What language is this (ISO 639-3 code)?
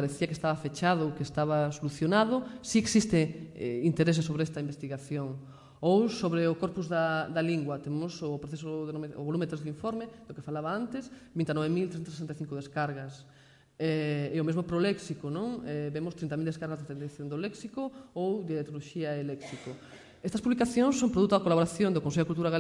glg